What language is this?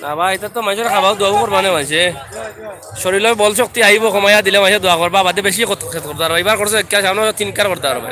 Sylheti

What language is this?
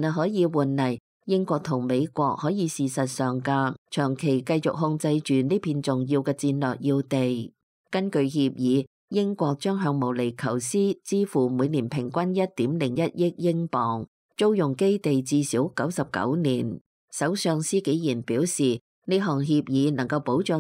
Cantonese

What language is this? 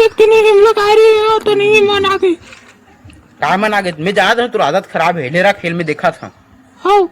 Chhattisgarhi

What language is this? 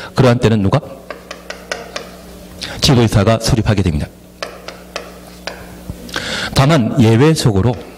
Korean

